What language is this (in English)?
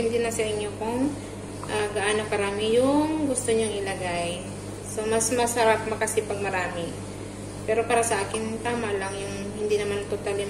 Filipino